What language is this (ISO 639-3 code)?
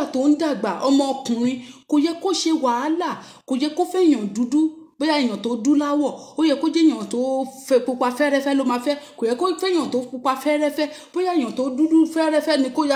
yor